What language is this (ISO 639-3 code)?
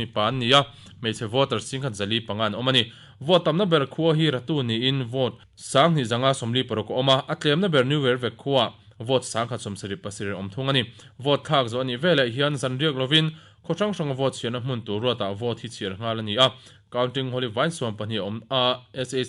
lus